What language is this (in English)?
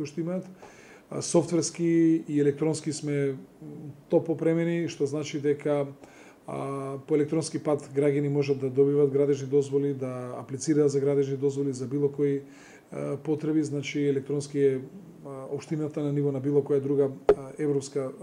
Macedonian